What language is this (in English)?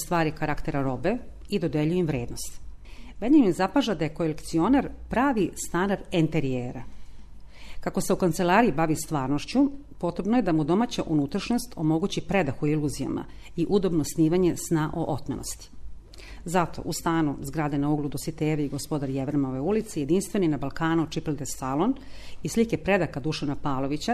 Serbian